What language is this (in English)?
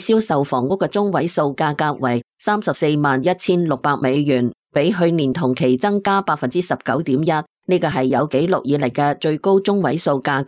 Cantonese